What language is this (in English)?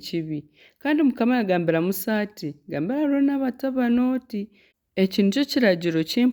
Nyankole